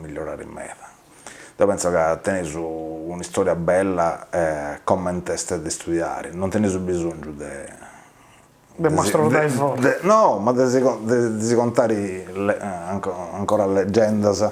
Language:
Sardinian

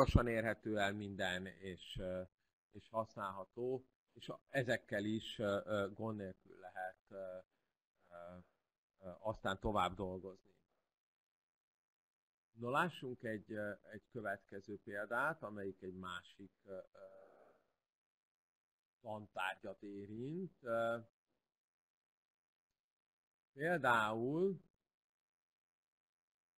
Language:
Hungarian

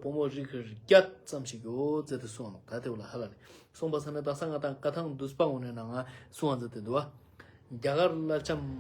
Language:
Ladakhi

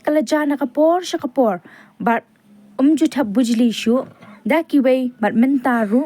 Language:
Khasi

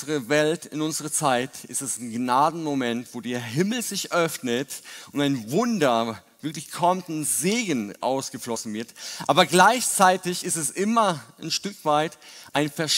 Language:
German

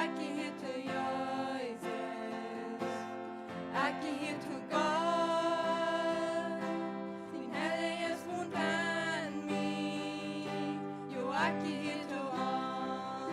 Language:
Plautdietsch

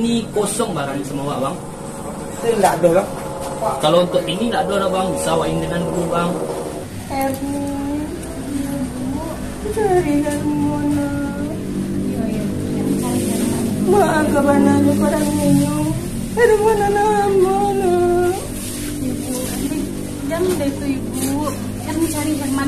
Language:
Minangkabau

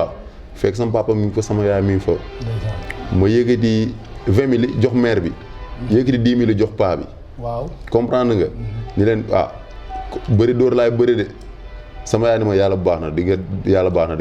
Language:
Wolof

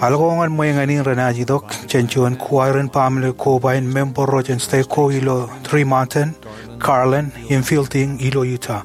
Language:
Marshallese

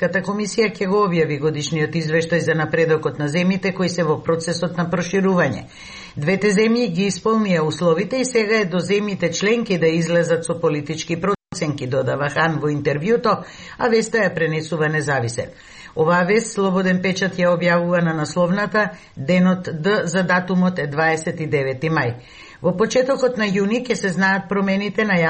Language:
Macedonian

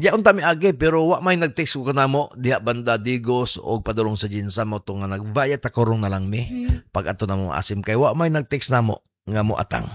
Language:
Cebuano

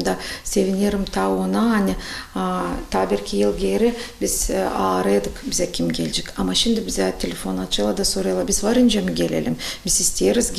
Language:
Gagauz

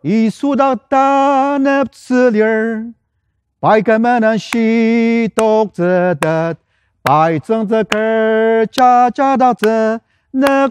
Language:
Ao Naga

